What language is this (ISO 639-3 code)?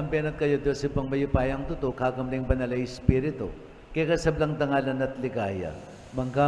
pam